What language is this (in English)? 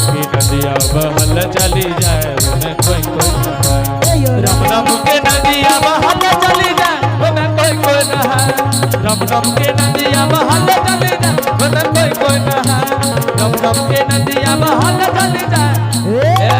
Angika